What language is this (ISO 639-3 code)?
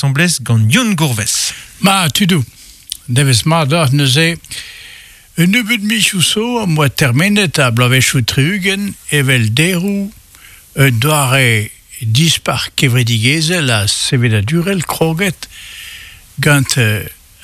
bre